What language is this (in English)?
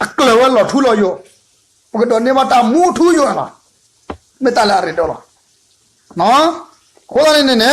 S'gaw Karen